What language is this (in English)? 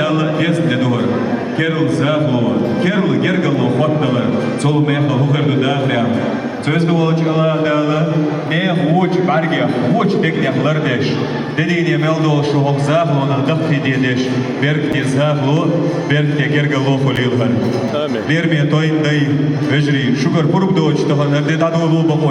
Chechen